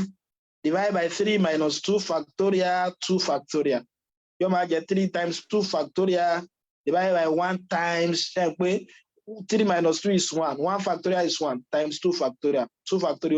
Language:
Yoruba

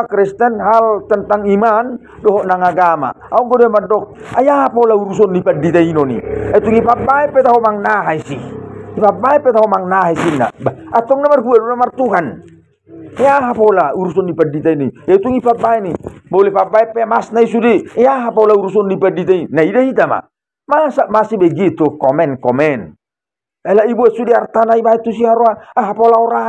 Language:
Batak Toba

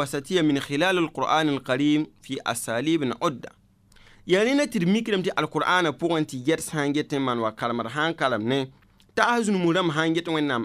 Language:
Mossi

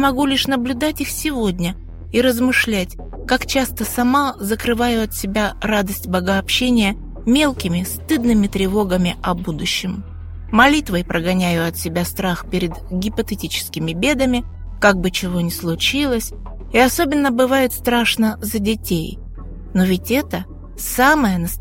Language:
Russian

